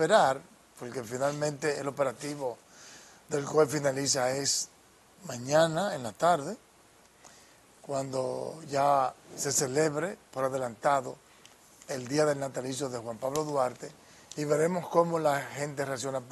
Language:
Spanish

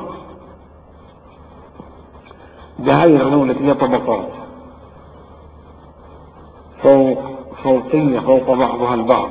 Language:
Arabic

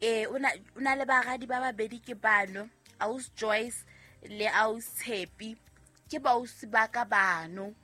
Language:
Southern Sotho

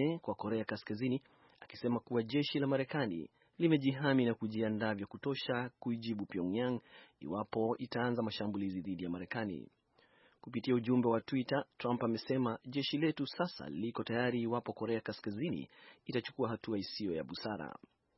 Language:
Swahili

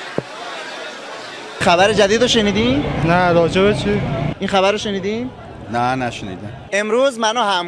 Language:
Persian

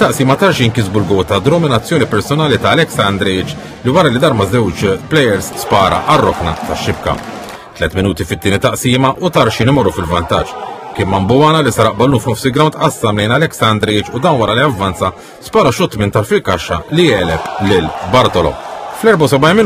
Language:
Maltese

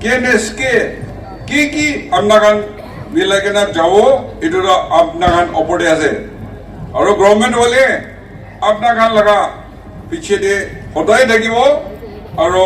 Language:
Naga Pidgin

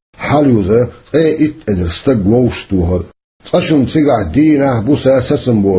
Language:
Chechen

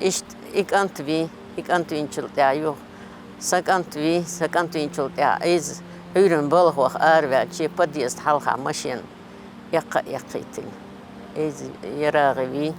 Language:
Chechen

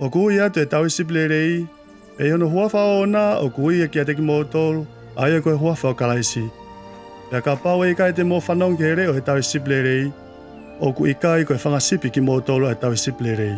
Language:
Tongan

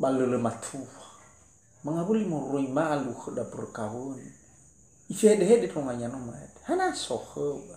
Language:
Nias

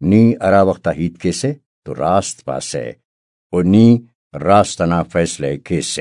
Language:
Brahui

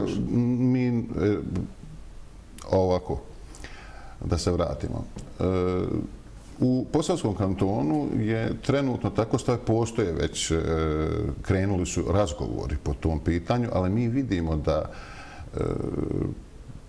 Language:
Bosnian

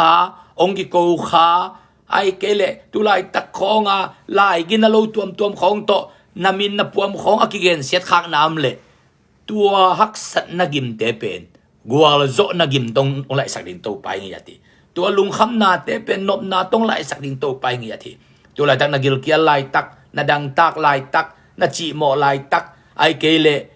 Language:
Tedim Chin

